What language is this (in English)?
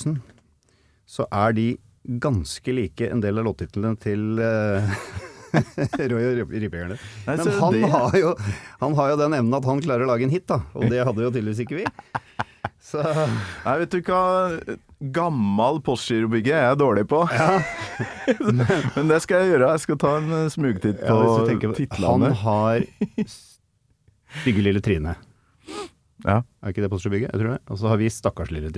Norwegian